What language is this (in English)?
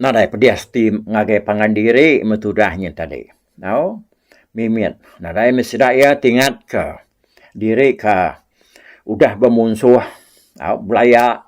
Iban